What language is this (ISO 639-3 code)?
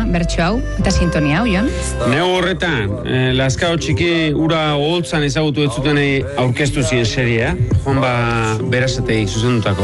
eus